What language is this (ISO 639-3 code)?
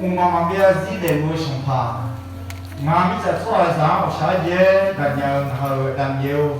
ahk